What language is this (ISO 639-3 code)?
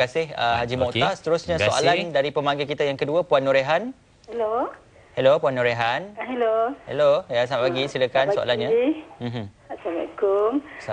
msa